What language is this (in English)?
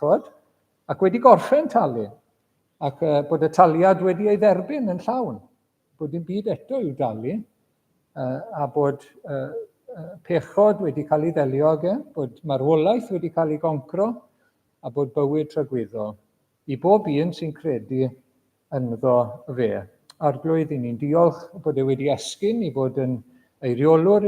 Welsh